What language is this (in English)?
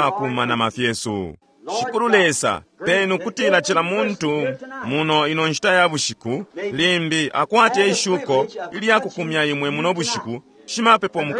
Bemba